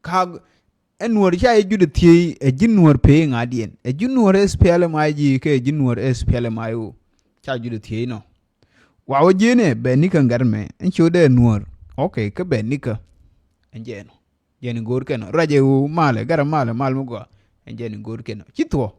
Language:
Nuer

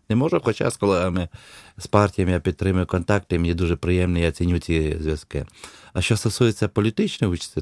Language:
Ukrainian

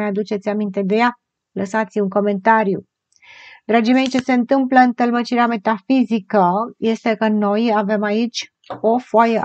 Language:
Romanian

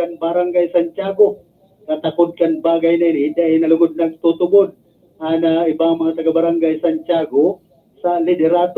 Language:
Bikol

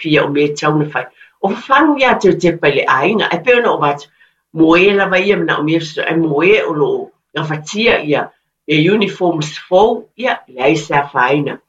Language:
Samoan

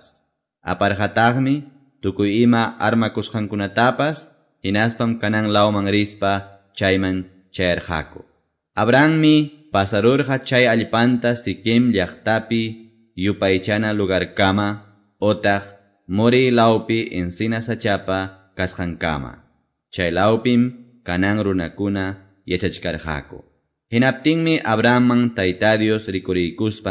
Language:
Quechua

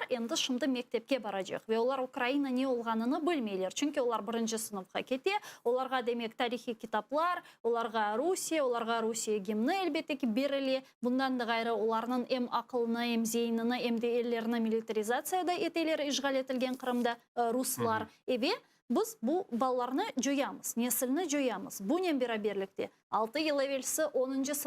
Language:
Crimean Tatar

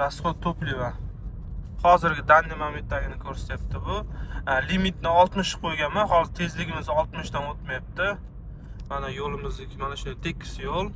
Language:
Uzbek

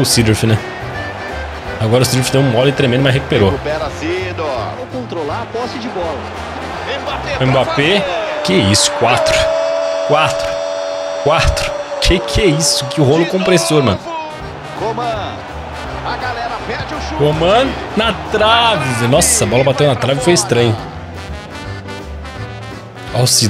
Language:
Portuguese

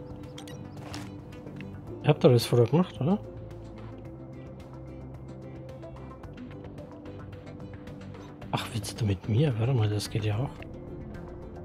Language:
German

